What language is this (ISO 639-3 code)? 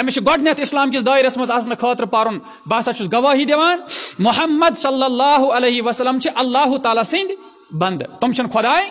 kas